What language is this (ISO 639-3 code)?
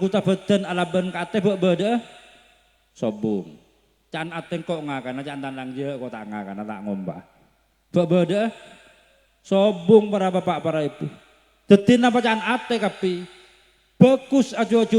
mad